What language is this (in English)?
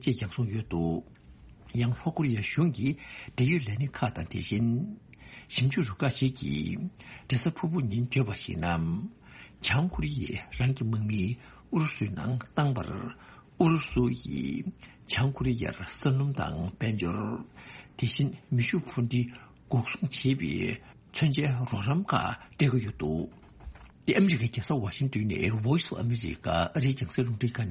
Tibetan